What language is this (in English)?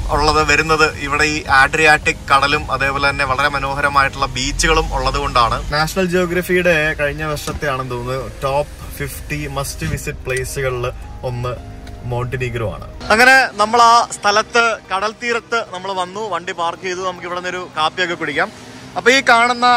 Malayalam